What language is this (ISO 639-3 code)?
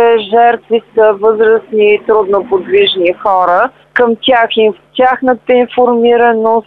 bul